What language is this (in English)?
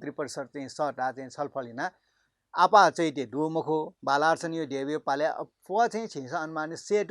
Newari